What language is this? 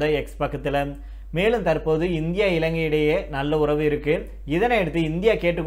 Tamil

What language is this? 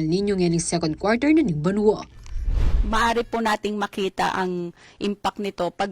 Pampanga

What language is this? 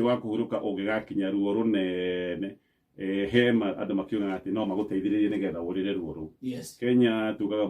Kikuyu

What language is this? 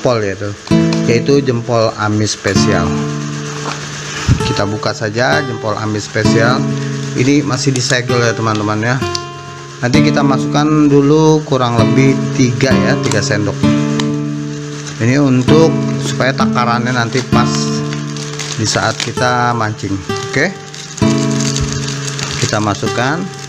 Indonesian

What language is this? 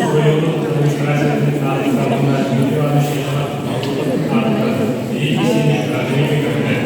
Yakut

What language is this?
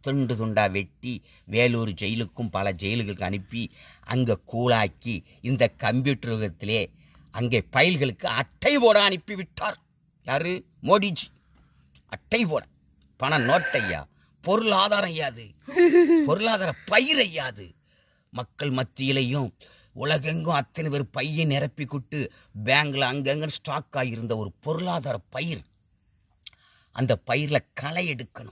Tamil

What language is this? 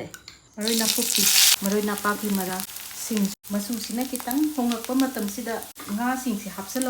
Manipuri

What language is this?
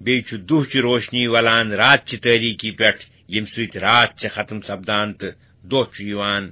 Kashmiri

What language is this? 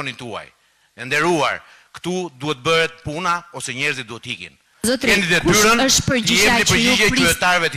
Albanian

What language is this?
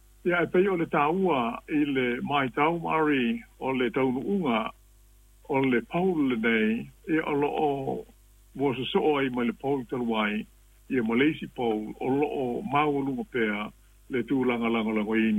Samoan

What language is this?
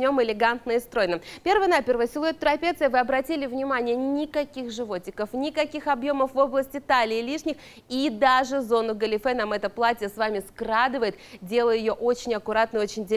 Russian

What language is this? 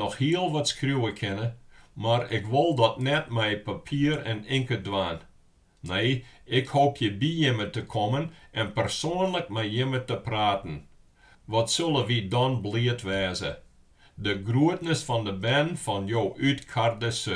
Western Frisian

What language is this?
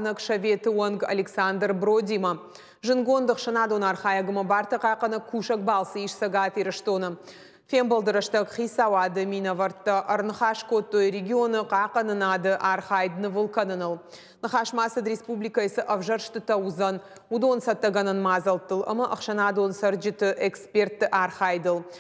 Ossetic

